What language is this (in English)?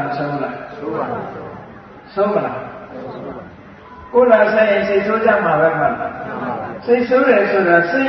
Burmese